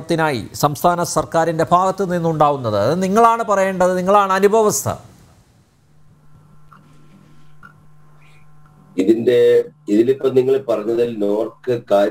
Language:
Malayalam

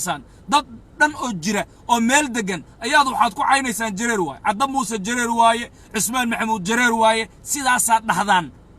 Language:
Somali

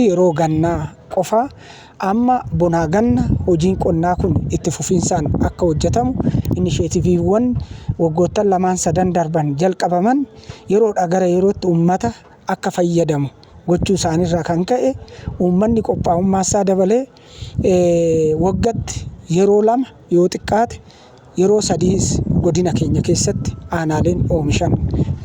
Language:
Oromo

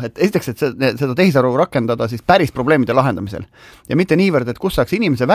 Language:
Estonian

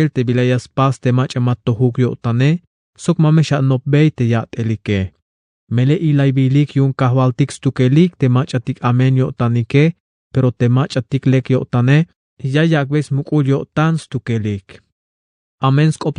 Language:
Tzeltal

